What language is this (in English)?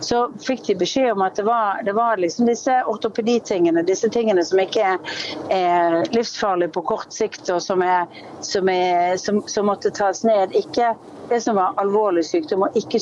Norwegian